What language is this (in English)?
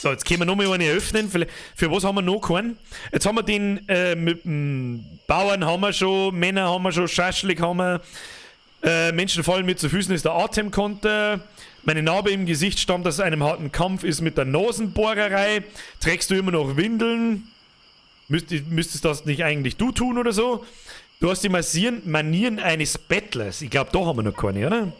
Bavarian